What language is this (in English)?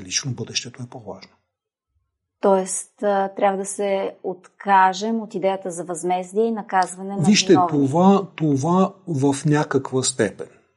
Bulgarian